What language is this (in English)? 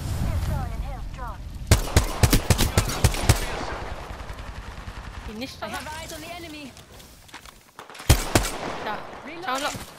Malay